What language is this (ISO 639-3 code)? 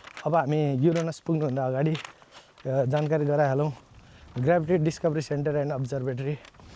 nep